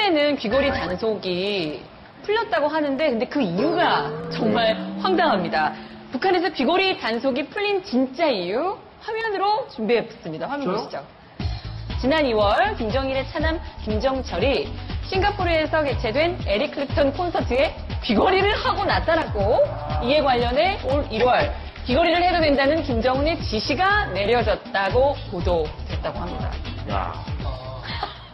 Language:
Korean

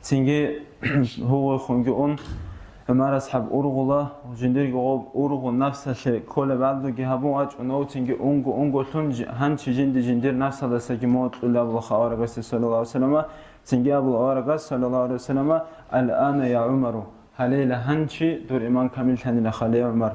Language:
Avaric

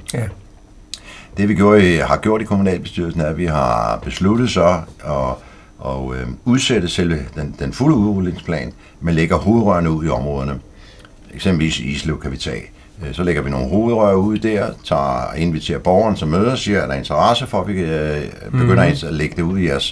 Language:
Danish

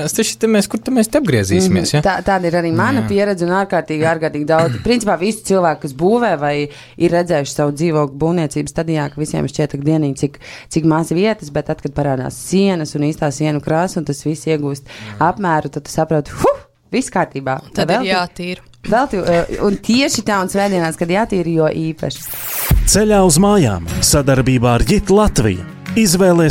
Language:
Latvian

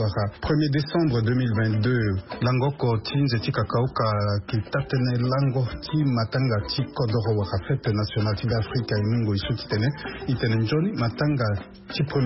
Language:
Sango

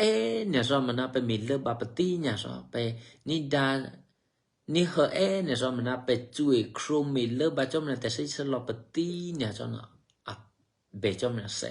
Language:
Eastern Kayah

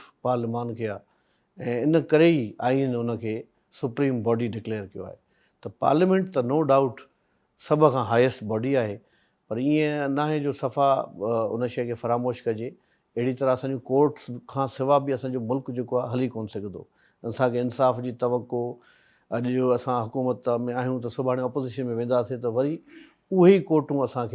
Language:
Sindhi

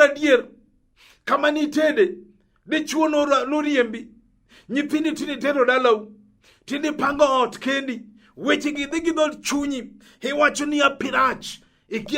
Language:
Luo (Kenya and Tanzania)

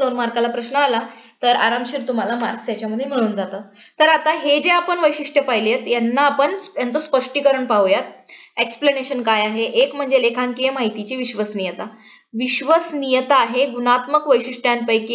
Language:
Marathi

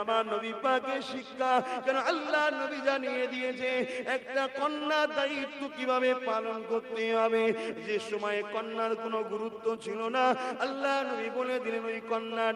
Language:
Bangla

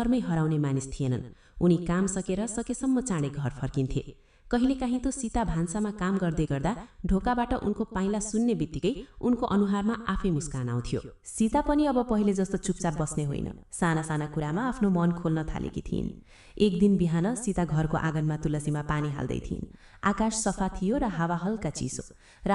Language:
Nepali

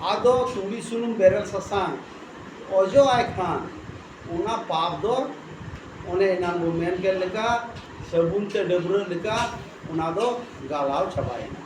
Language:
Santali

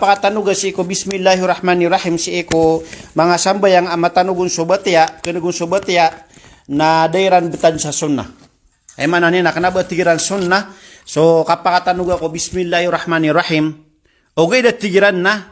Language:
Maranao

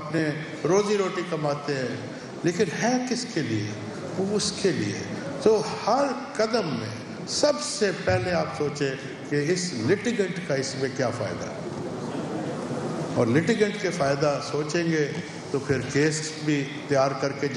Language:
Urdu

